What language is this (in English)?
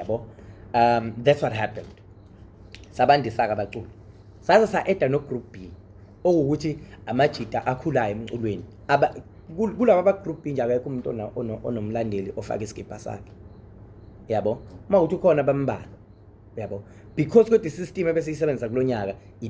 Zulu